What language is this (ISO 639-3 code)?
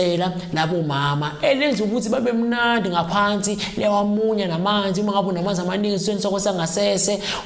zul